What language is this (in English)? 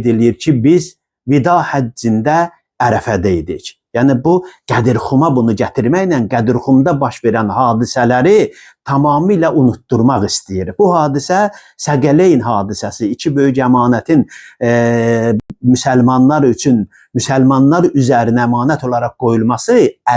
Azerbaijani